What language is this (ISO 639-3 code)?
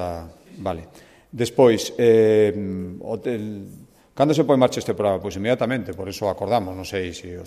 glg